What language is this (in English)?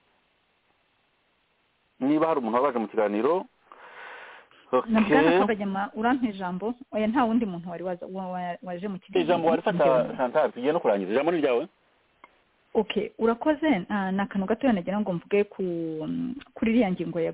Kinyarwanda